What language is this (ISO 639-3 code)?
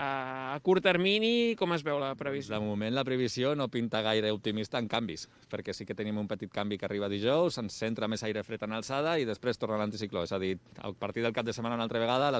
cat